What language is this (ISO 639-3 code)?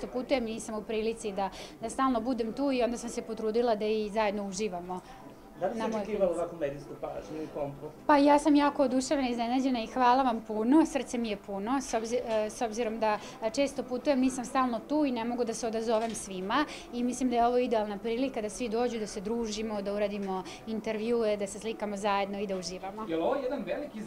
srp